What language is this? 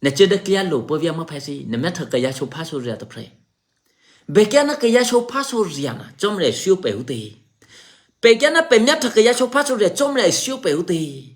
Eastern Kayah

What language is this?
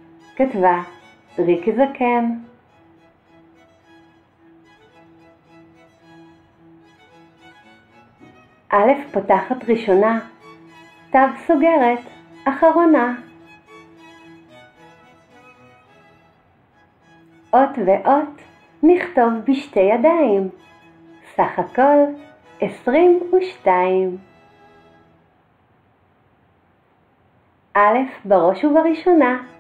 Hebrew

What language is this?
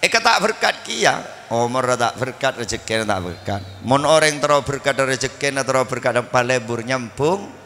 Madurese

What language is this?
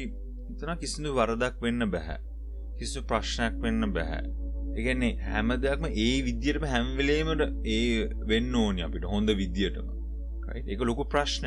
Sinhala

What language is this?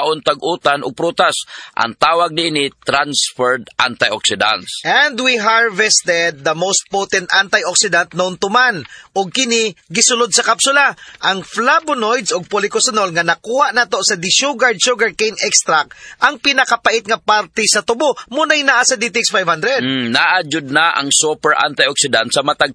Cebuano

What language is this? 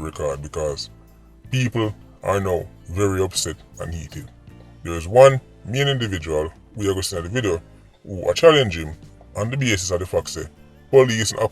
Jamaican Creole English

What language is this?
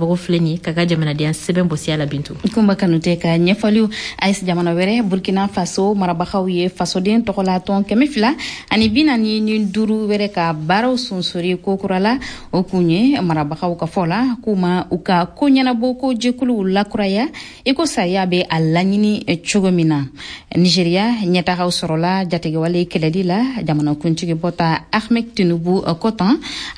Bambara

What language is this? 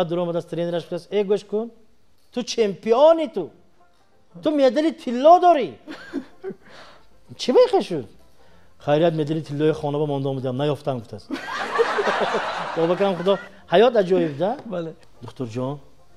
Tajik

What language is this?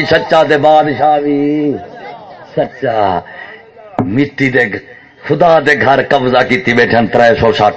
Saraiki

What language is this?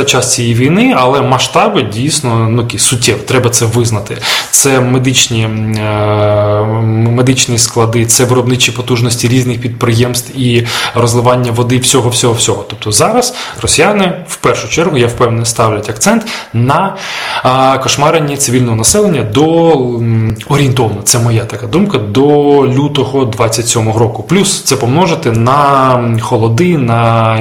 Ukrainian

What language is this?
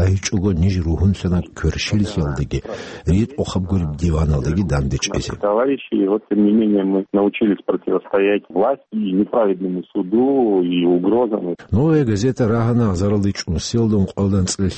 Avaric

